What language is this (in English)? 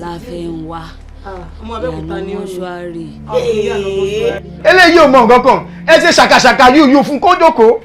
Yoruba